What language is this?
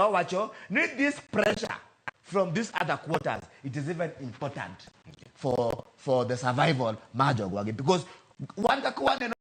Luo (Kenya and Tanzania)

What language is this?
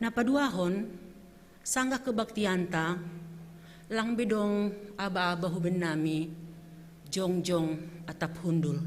Batak Simalungun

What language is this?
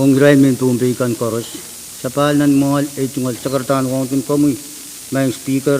Pohnpeian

